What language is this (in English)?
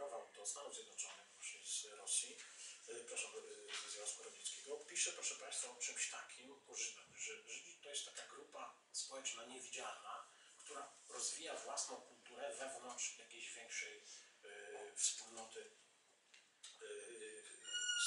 Polish